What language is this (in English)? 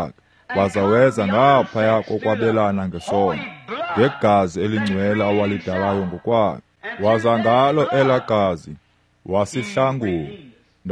Xhosa